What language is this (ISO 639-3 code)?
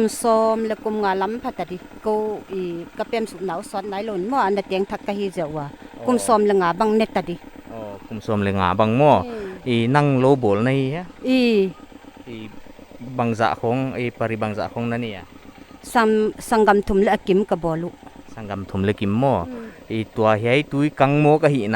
pck